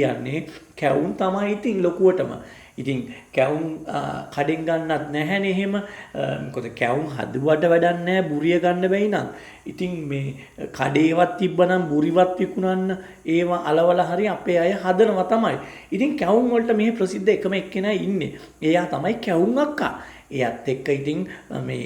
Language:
Sinhala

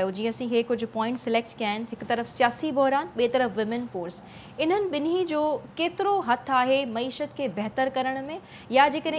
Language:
Sindhi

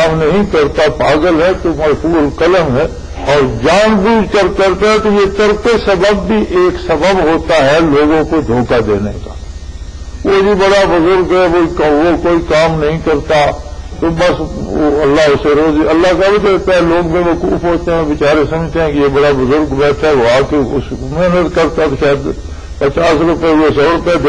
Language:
Urdu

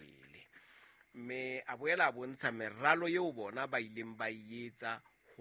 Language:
Southern Sotho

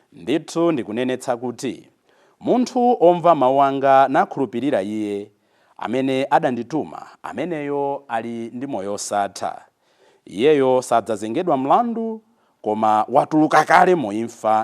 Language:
Nyanja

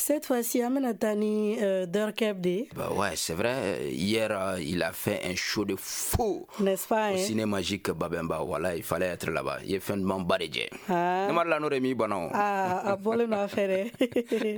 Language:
Bambara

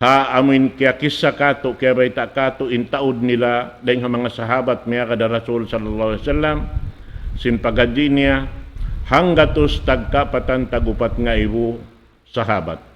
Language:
Tausug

